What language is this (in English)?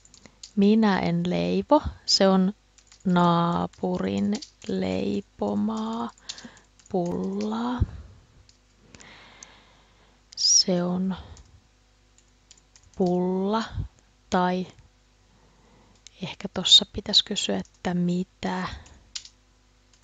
Finnish